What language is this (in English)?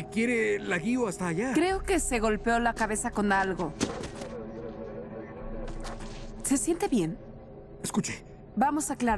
Spanish